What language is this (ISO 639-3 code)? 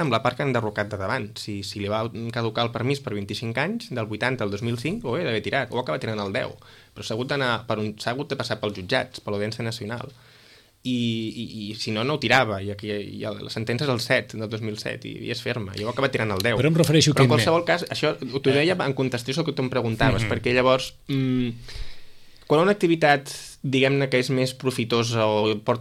cat